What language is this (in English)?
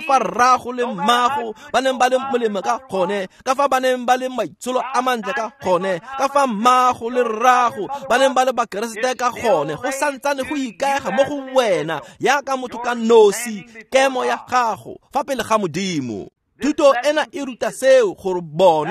Tswana